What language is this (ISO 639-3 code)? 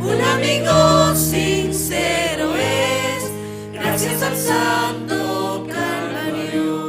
aym